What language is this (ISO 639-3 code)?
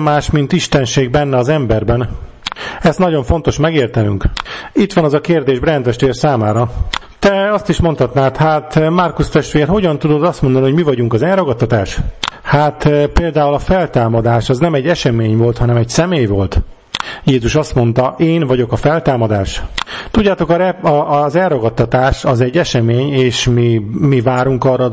hun